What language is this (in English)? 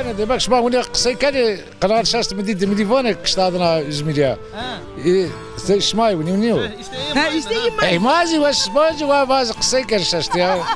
Zaza